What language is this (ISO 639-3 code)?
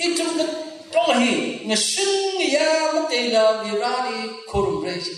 nmf